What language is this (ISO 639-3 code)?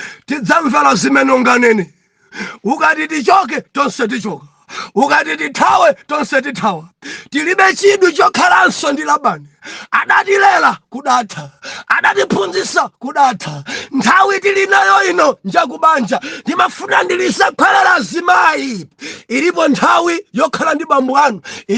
nya